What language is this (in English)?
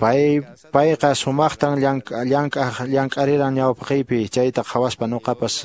Quechua